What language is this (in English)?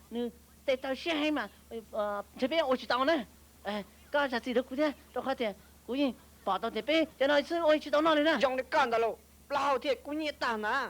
Hmong